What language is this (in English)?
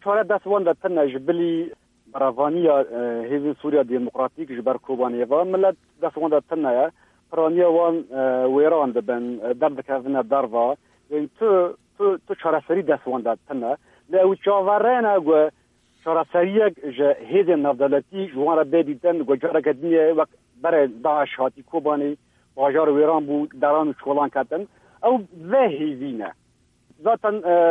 Kurdish